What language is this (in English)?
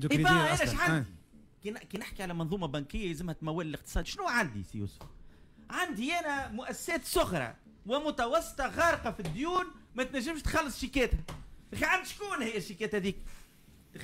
Tunisian Arabic